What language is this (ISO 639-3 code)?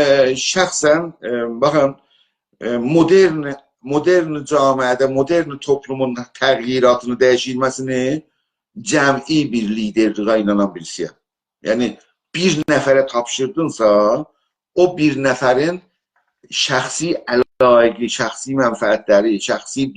azb